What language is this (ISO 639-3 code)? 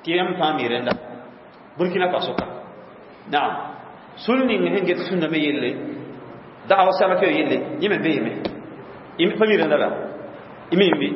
mos